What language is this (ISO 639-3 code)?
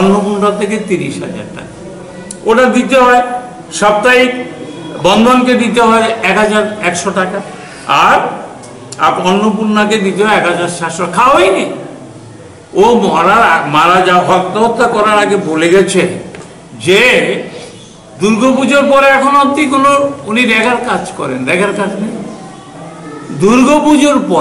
ben